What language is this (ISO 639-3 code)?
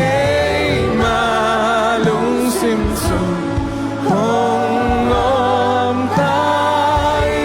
ctd